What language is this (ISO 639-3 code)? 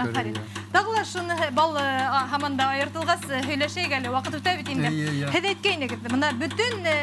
bak